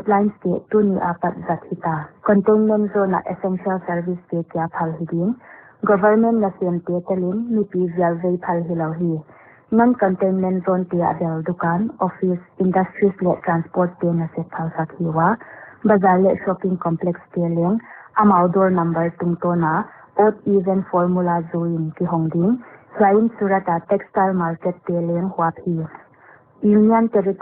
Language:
Paite Chin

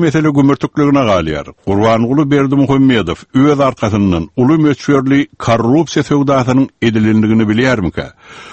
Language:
Turkmen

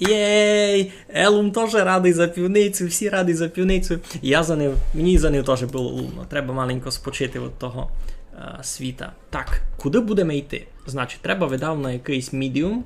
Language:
Rusyn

